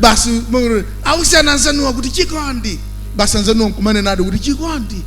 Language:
Nyanja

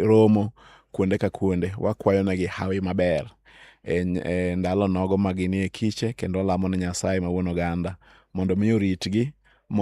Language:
Luo (Kenya and Tanzania)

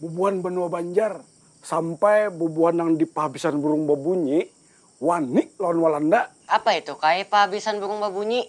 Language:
Banjar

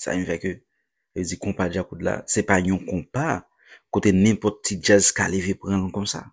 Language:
Haitian Creole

